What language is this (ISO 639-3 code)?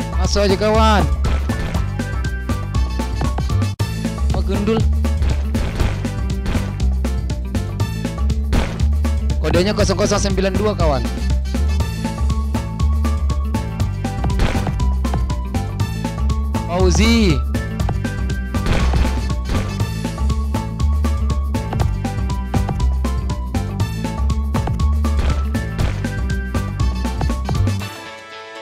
ind